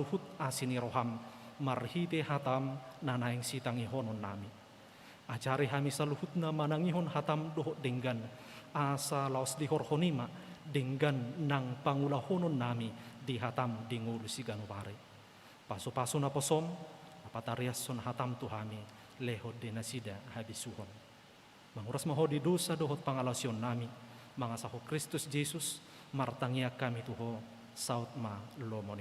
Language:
Batak Toba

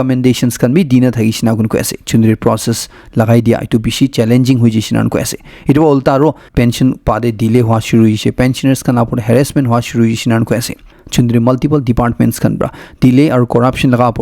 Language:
Naga Pidgin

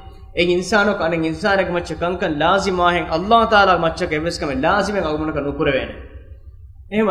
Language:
Divehi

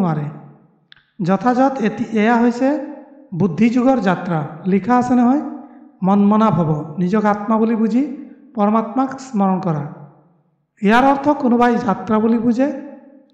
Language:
Assamese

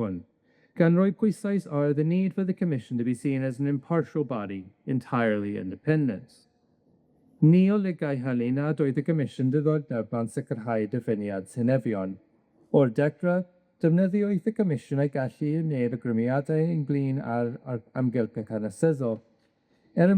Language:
Welsh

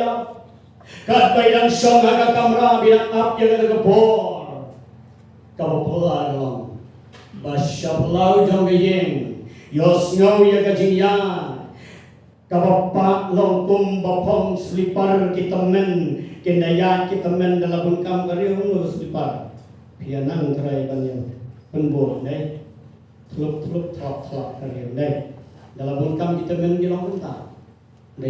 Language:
Khasi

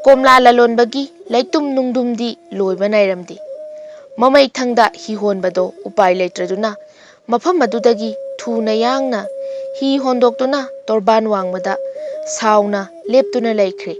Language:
Manipuri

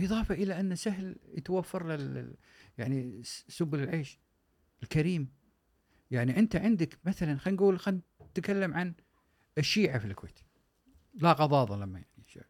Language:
Gulf Arabic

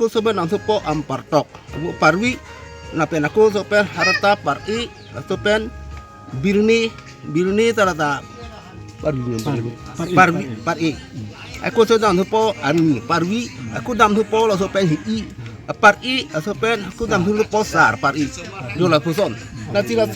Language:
Karbi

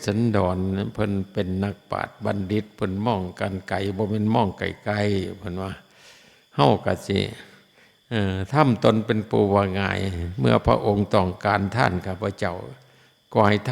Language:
Lao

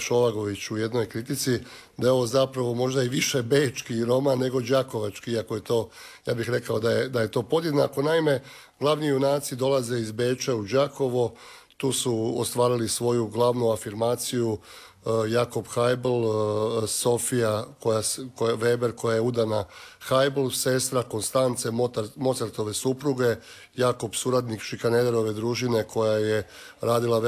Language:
Croatian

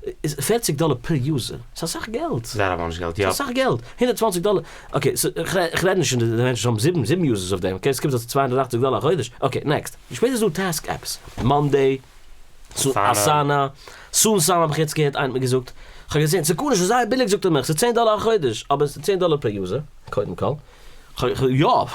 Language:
Yiddish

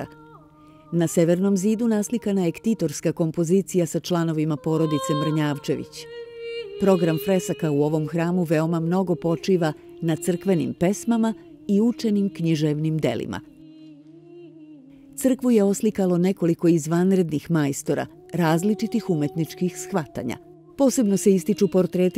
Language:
Serbian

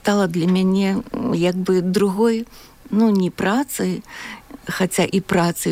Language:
Belarusian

